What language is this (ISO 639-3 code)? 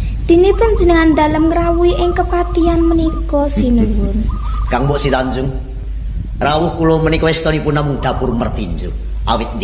jav